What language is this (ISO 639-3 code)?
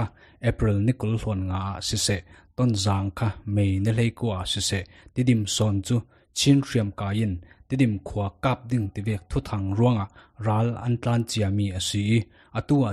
cfm